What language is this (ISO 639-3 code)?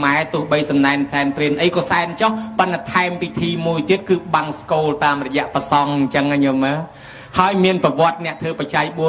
khm